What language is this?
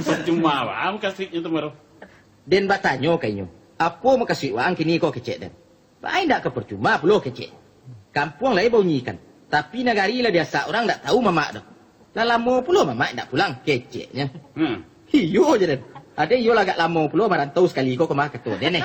Minangkabau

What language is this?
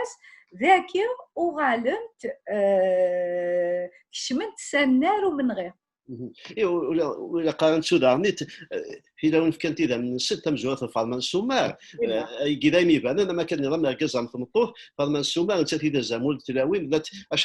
Kabyle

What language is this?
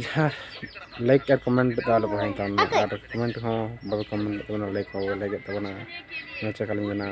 Santali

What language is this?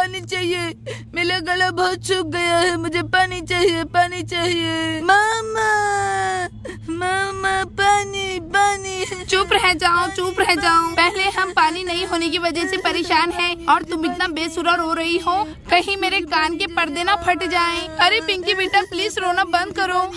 Hindi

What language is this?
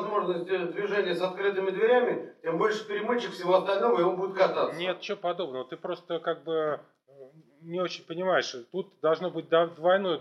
Russian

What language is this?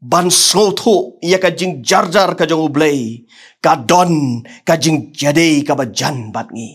Khasi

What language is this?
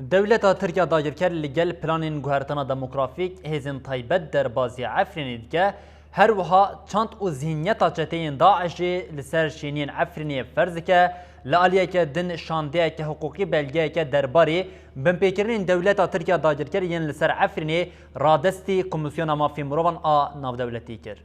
Kurdish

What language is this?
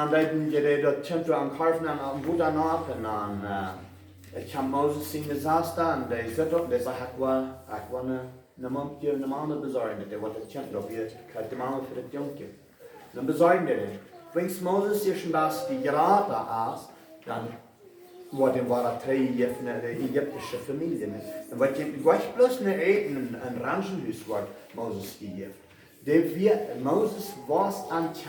Plautdietsch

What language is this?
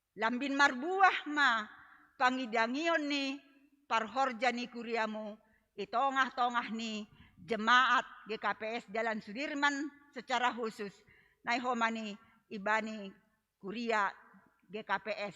Batak Simalungun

